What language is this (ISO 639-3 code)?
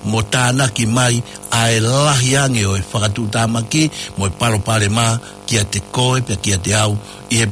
ton